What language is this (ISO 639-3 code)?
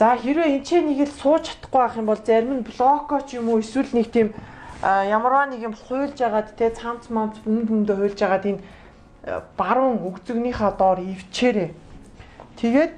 mon